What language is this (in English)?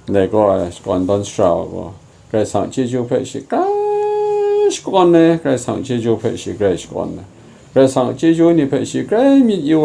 Kachin